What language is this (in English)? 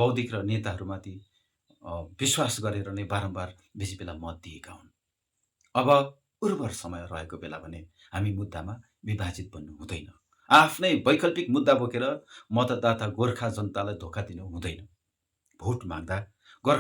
Nepali